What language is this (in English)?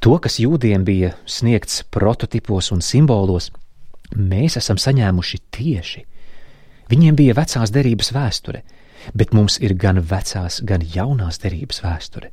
Latvian